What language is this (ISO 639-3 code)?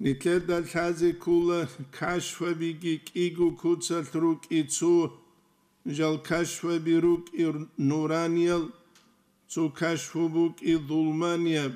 ava